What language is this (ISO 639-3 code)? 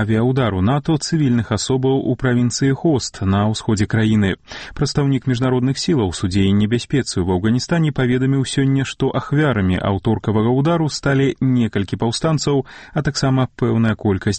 bel